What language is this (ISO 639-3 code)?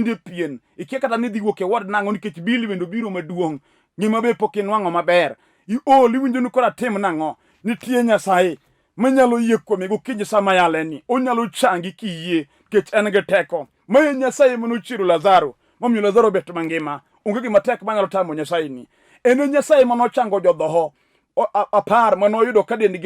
luo